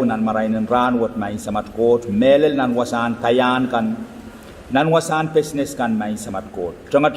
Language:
Pohnpeian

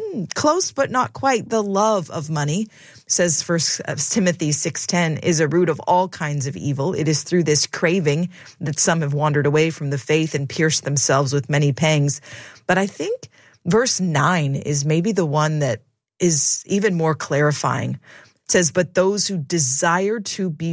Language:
English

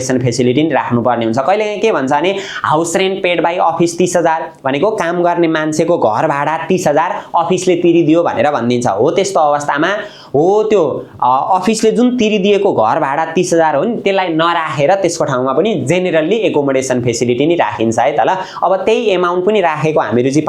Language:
Nepali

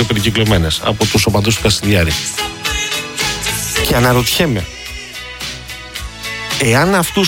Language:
Greek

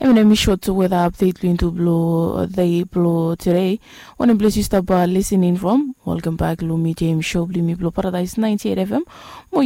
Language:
Bislama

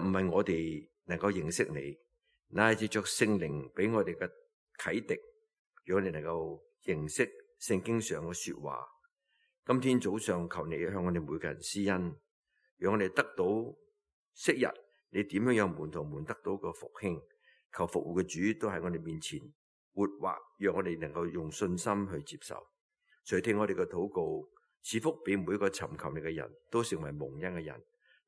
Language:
Cantonese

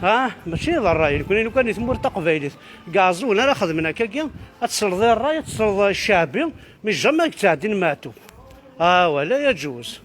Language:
Kabyle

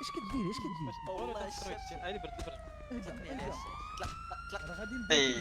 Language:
Moroccan Arabic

